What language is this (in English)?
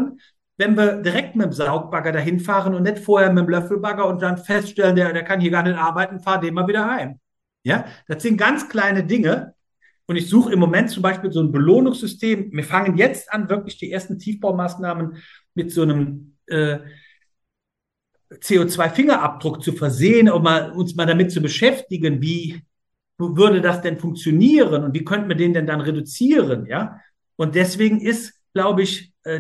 German